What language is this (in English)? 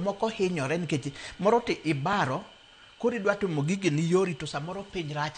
Luo (Kenya and Tanzania)